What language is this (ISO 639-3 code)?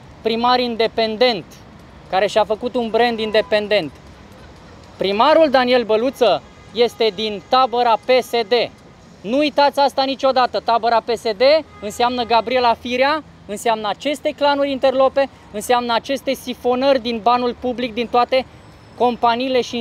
ron